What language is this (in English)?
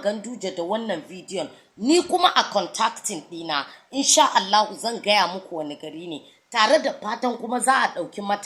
Hausa